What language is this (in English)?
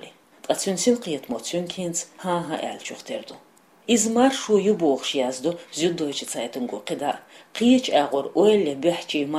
Chechen